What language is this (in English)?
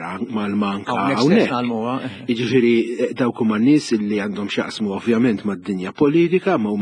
Maltese